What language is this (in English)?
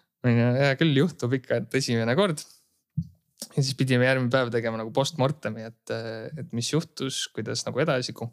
Estonian